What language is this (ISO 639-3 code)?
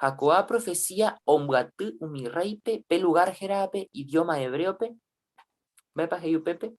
grn